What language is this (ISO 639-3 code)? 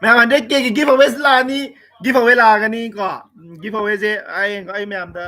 mni